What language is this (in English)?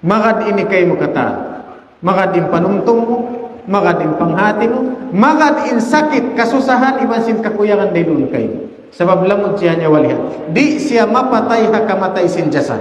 Tausug